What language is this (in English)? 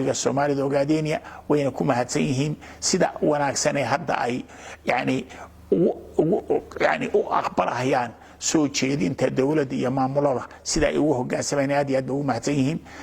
Somali